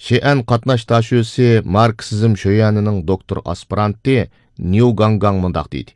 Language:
Uyghur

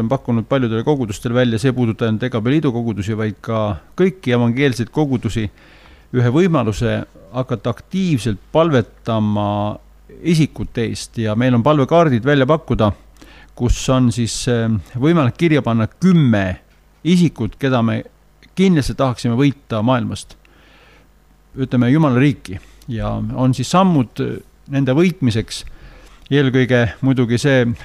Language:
Estonian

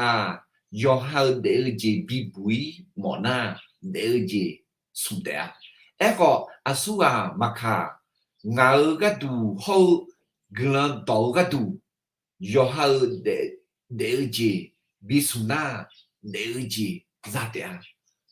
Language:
Akha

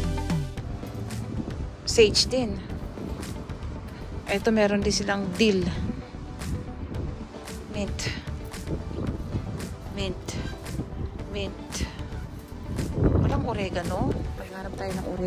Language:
Filipino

